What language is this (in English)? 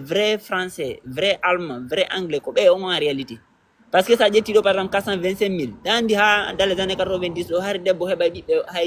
Fula